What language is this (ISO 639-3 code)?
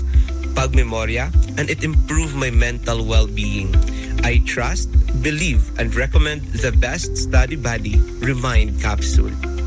ceb